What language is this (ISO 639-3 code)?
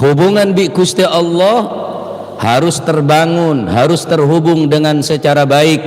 mad